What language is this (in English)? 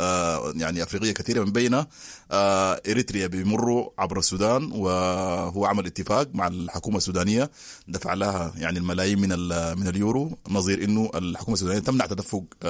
Sudanese Arabic